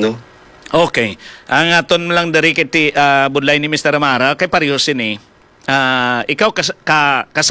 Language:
Hiligaynon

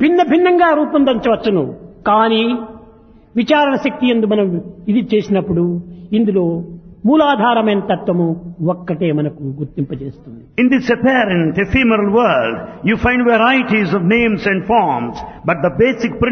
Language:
Telugu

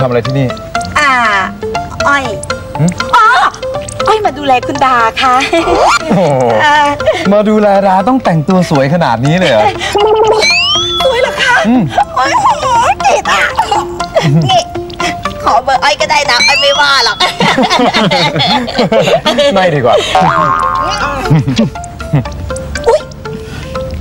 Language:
Thai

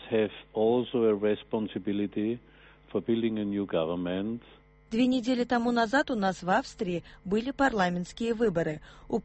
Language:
Kazakh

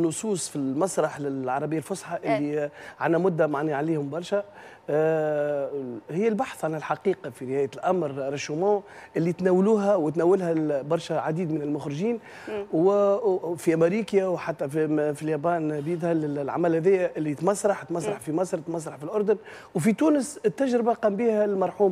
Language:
Tunisian Arabic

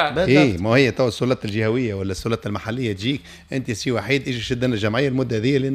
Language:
Tunisian Arabic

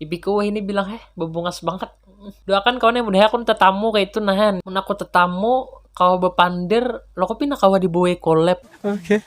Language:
Banjar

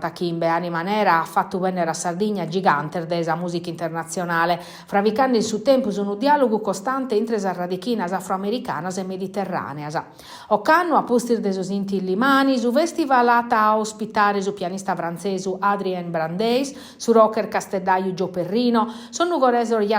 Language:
Sardinian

